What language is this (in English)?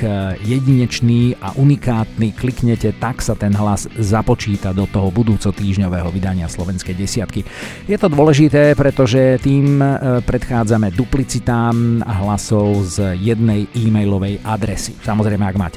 Slovak